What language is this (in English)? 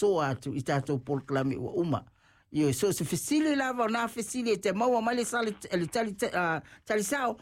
Samoan